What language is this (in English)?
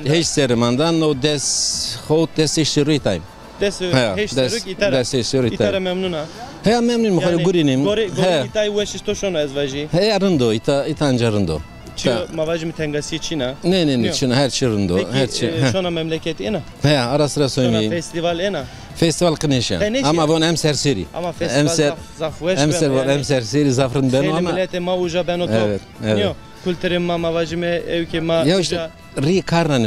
Zaza